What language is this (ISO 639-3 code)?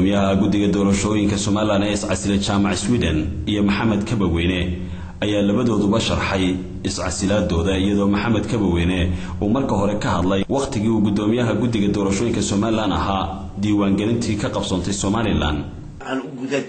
som